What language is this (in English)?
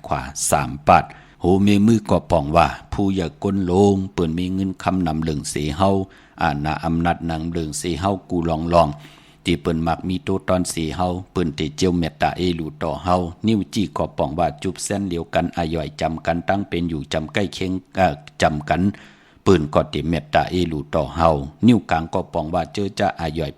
Shan